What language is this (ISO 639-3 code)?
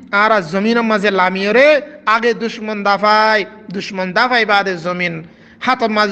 rhg